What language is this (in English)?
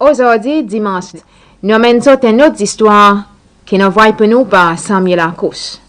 Seselwa Creole French